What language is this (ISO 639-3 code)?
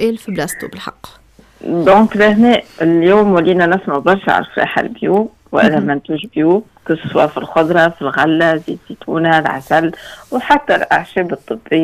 aeb